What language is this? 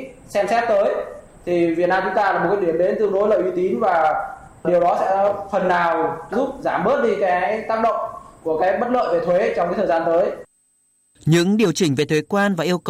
Vietnamese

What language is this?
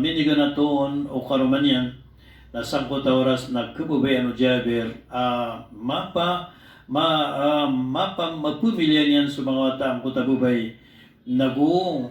Maranao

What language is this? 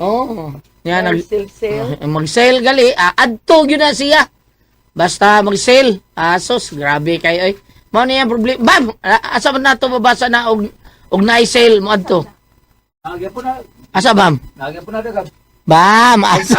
Cebuano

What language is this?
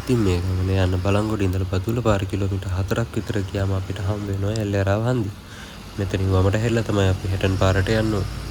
Sinhala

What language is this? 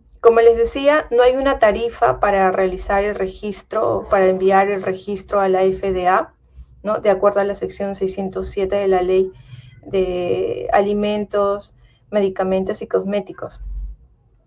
Spanish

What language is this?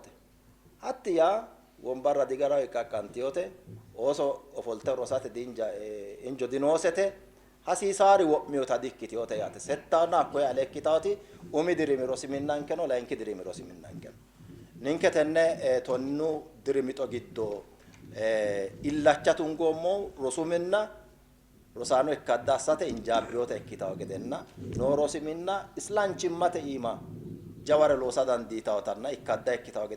Sidamo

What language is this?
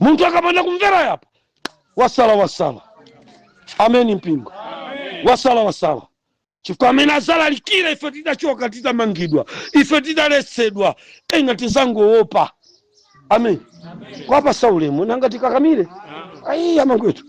Nyanja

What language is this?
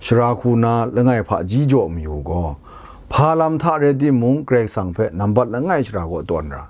Kachin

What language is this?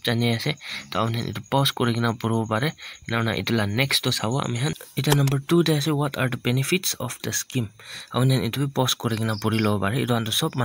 Naga Pidgin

